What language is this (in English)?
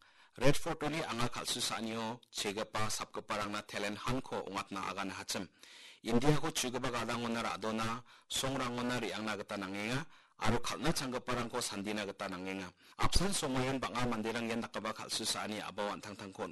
Garo